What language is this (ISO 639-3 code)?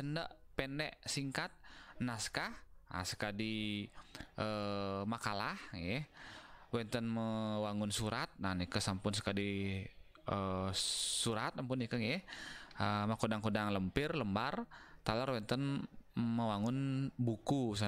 ban